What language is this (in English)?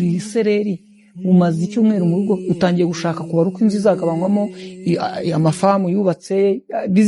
Kinyarwanda